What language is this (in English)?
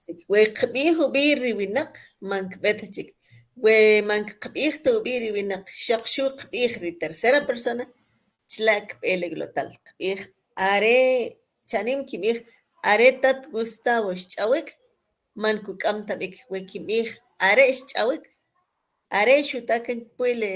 Kʼicheʼ